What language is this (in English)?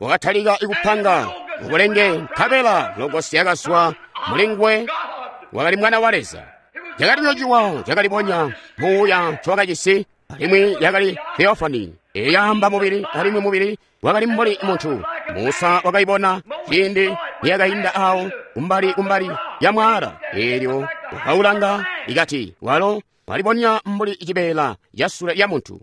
Tonga (Zambia)